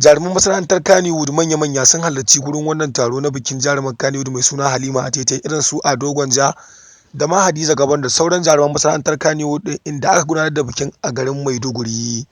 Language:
Hausa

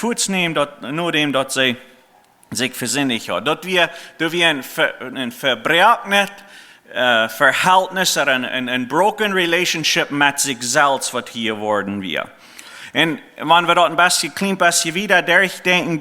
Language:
Plautdietsch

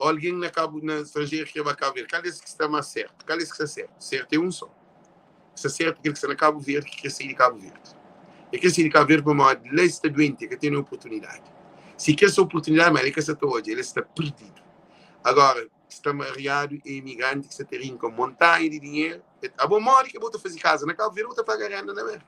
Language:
Kabuverdianu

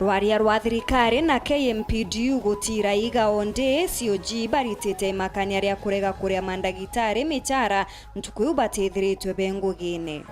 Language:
Meru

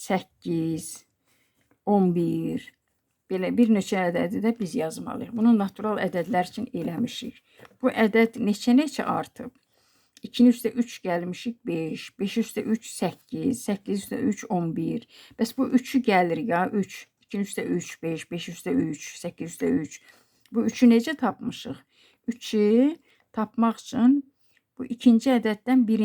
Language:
Azerbaijani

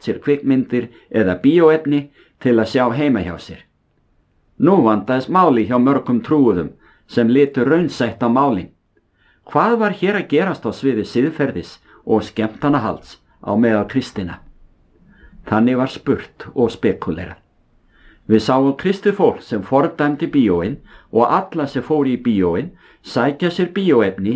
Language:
Icelandic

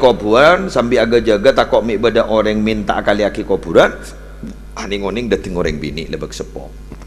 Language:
Madurese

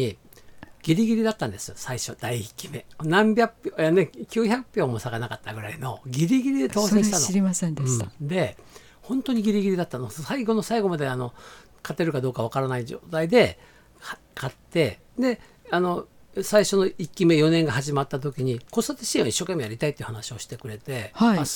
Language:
Japanese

